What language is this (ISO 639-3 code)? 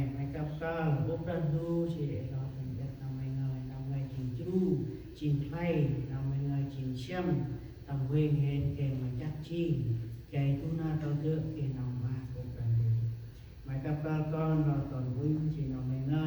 cmo